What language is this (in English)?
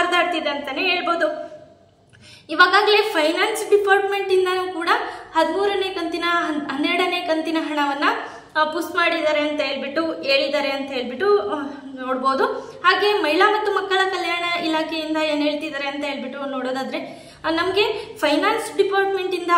Kannada